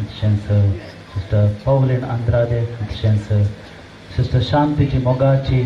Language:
Konkani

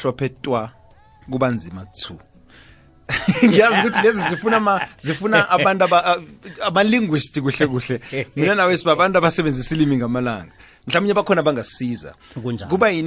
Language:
South Ndebele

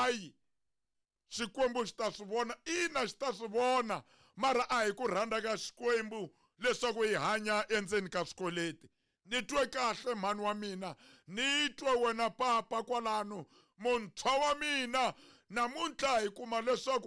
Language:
Tsonga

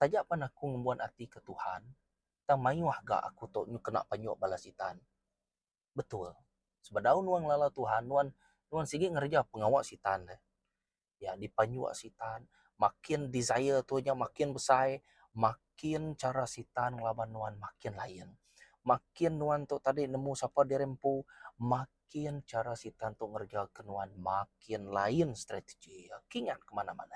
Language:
Iban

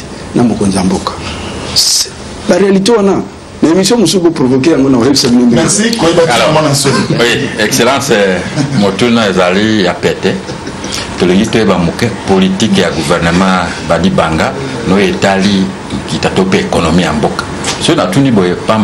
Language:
Lingala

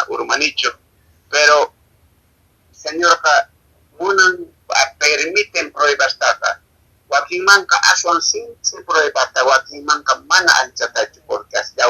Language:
Quechua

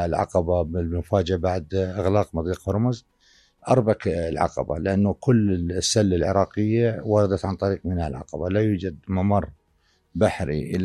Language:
North Levantine Arabic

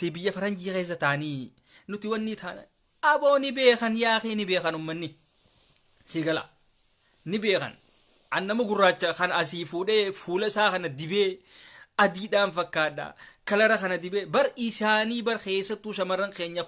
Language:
Oromo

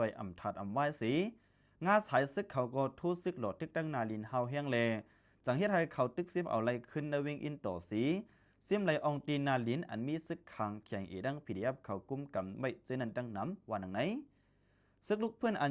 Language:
Shan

